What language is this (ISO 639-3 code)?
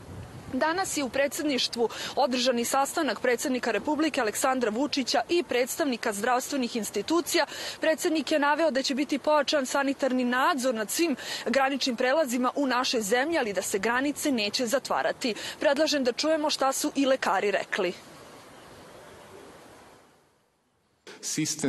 srp